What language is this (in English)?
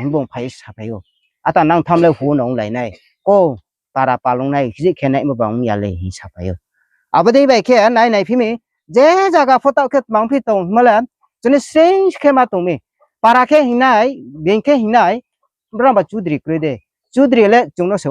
Riang (India)